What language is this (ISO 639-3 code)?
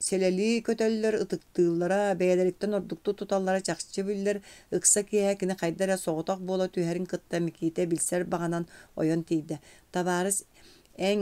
sah